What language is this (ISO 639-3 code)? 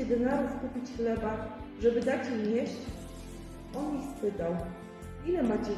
pol